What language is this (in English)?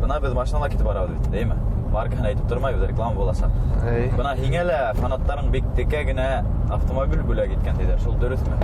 Bashkir